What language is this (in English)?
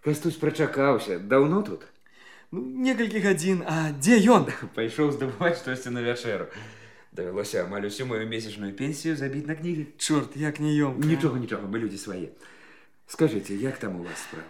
Belarusian